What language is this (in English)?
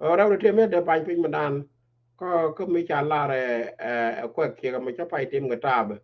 Nuer